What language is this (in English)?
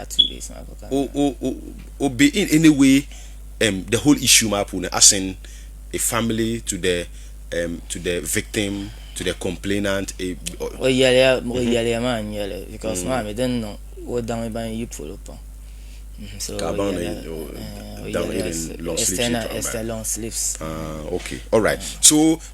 Dagbani